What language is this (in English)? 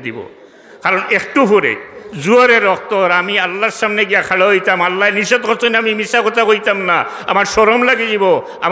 Sylheti